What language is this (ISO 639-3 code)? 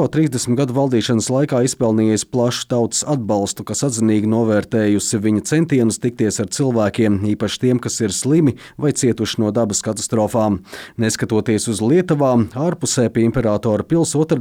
lav